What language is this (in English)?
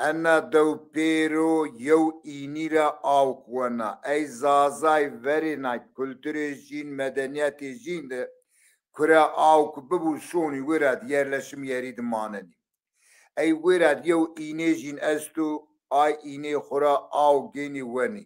Zaza